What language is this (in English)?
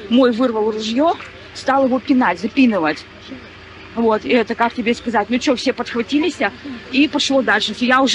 Russian